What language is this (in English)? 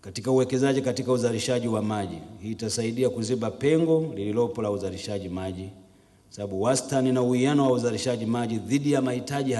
Swahili